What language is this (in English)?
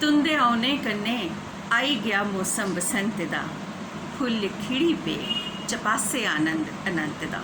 Dogri